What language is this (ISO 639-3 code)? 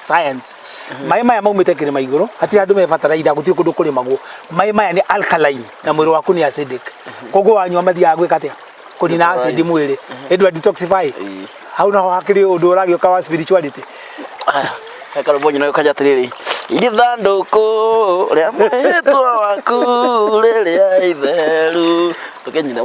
kik